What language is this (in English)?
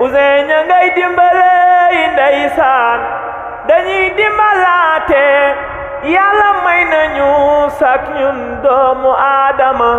Wolof